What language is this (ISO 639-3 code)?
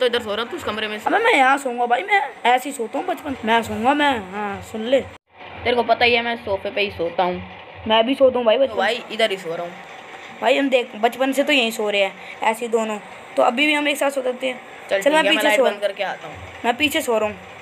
hin